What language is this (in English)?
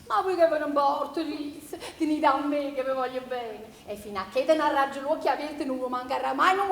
Neapolitan